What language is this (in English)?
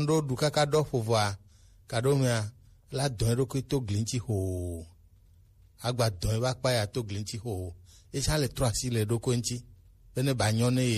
Gen